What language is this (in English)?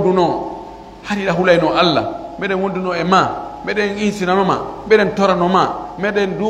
Pular